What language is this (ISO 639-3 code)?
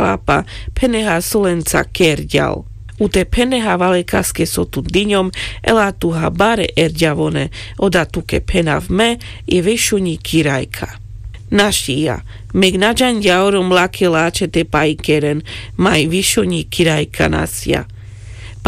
rmc